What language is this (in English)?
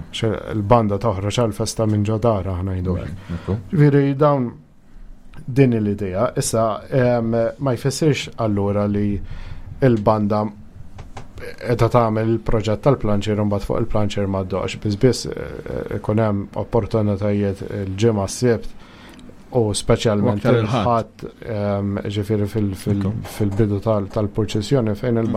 Maltese